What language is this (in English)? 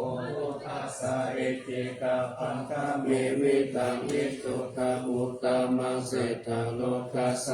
Pali